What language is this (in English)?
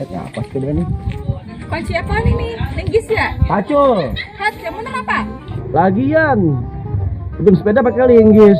Betawi